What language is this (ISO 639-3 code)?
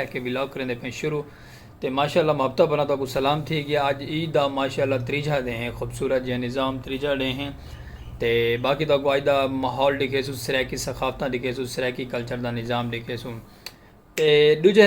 skr